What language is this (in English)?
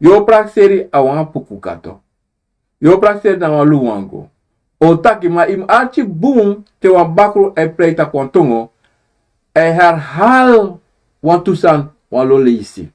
Sranan Tongo